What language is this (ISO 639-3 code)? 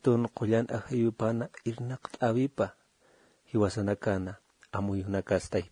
aym